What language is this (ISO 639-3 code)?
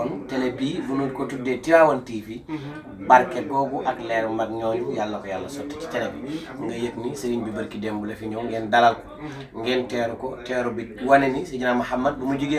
wol